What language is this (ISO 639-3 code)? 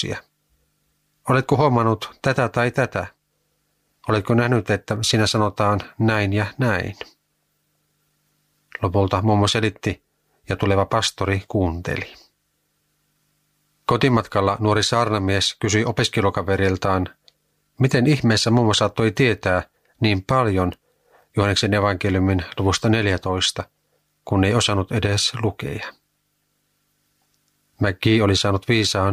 fin